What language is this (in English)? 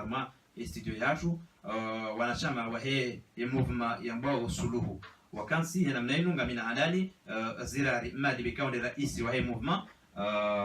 Ngazidja Comorian